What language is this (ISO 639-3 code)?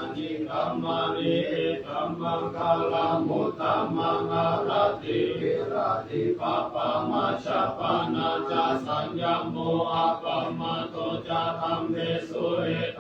pli